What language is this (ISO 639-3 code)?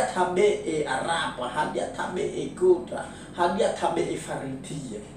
nia